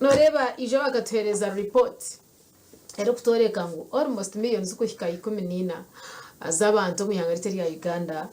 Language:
Nyankole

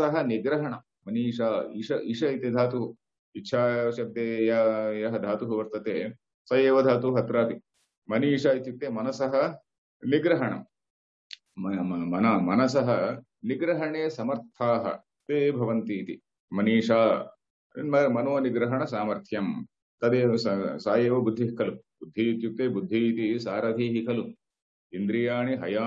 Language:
Sanskrit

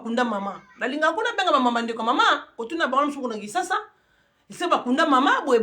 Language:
Lingala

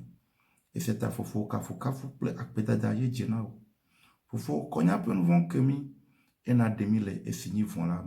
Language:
Ewe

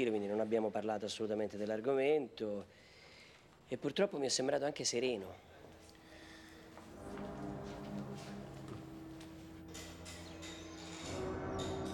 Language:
Italian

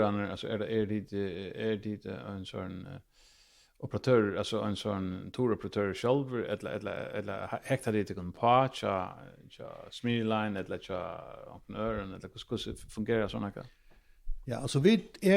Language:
Faroese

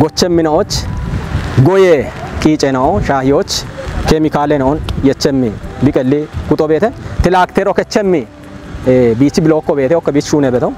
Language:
Kafa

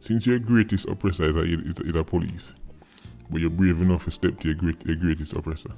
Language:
Jamaican Creole English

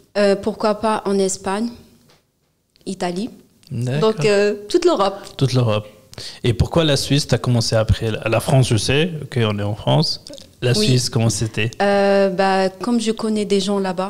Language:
French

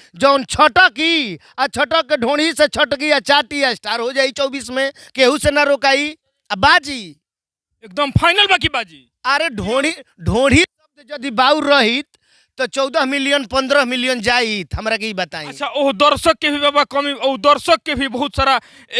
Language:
Bhojpuri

